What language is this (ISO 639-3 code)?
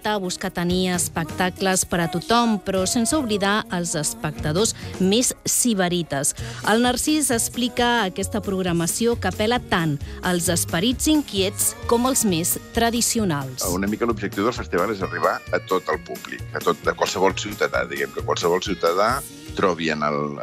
cat